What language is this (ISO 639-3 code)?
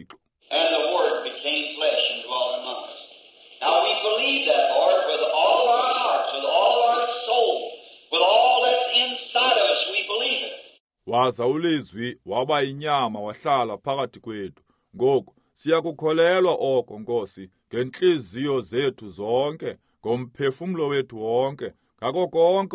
xho